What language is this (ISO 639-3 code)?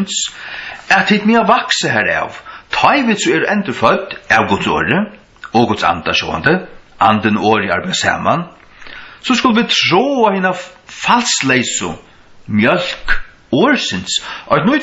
fao